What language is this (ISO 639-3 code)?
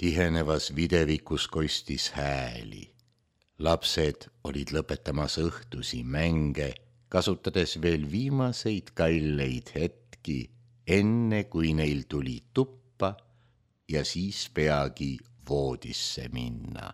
est